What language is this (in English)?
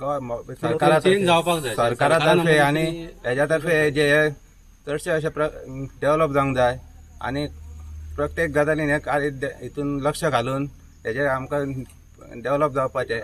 Konkani